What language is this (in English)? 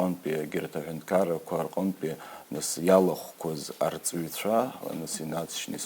Abkhazian